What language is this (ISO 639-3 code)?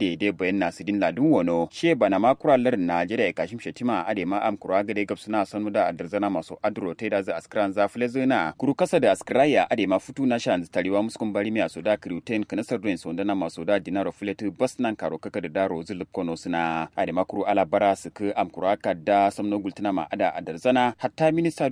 kau